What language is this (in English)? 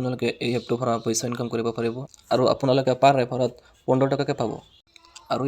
Assamese